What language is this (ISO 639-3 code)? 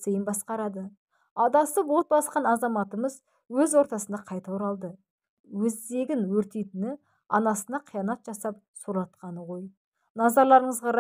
kaz